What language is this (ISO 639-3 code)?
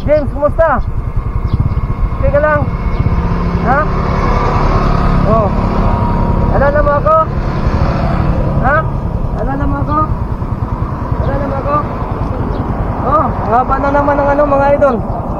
fil